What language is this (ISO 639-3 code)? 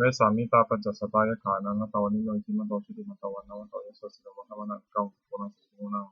pli